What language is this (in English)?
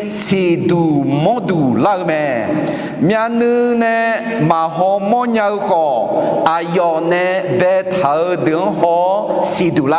Akha